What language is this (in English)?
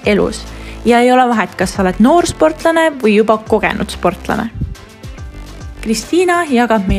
Estonian